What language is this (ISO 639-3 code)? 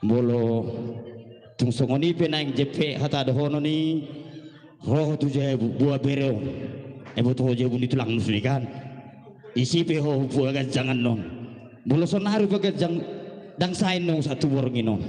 bbc